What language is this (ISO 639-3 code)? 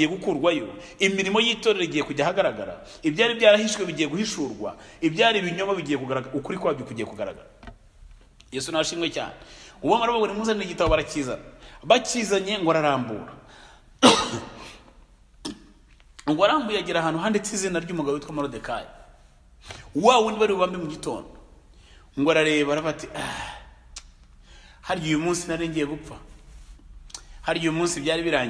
kin